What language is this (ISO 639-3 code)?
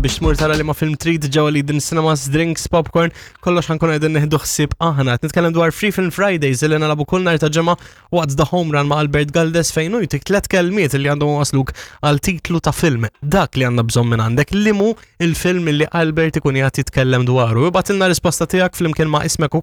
mlt